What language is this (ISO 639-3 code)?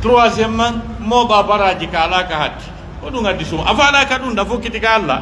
fuf